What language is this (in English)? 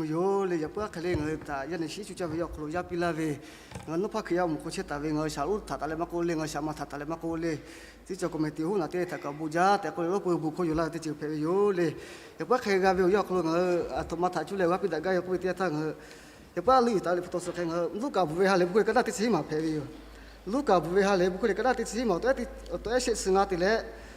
Lahu